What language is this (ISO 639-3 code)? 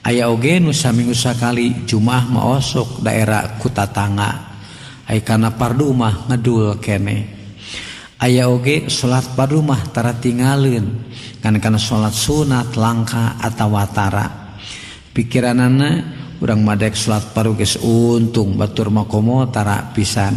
sun